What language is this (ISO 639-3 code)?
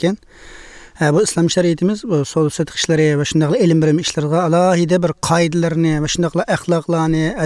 uig